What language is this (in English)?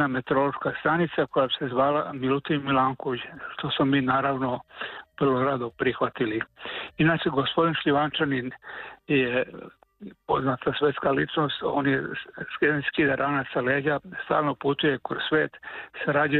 Serbian